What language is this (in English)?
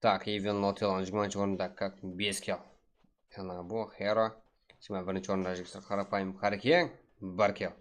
Kara-Kalpak